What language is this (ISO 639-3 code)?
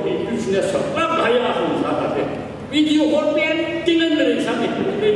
nmf